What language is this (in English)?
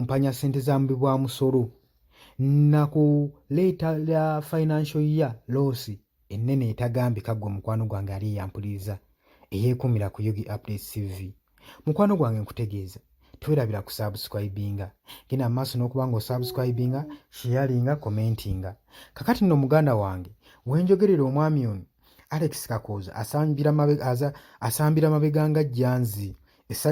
Ganda